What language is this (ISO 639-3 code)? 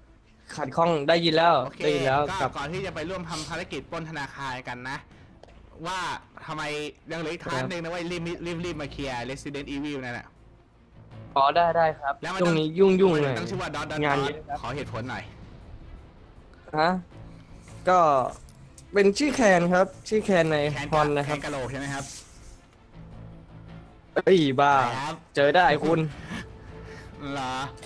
tha